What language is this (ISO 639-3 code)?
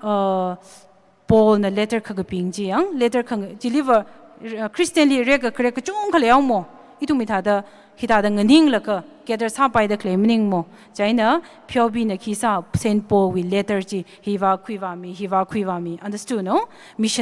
nmf